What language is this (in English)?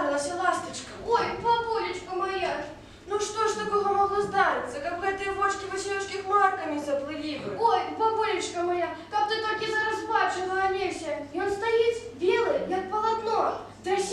Belarusian